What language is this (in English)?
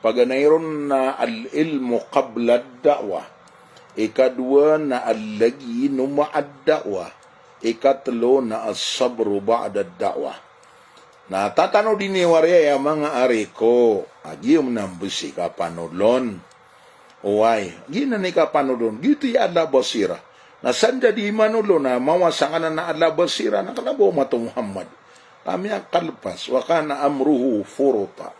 Maranao